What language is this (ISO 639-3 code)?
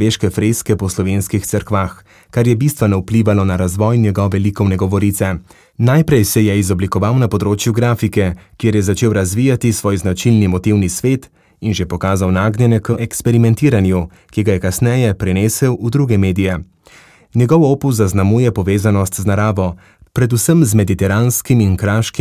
slv